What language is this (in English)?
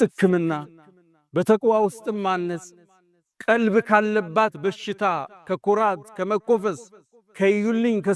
Amharic